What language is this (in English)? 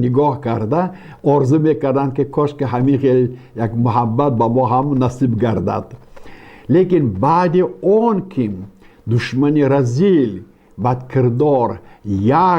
Tajik